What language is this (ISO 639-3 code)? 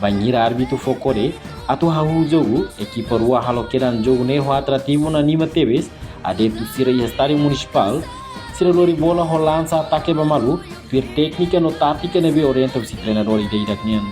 tet